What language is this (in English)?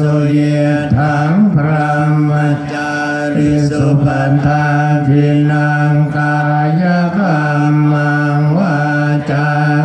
Pali